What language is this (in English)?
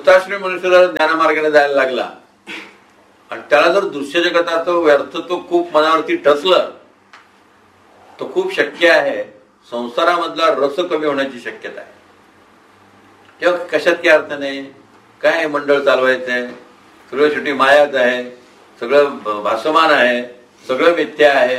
Marathi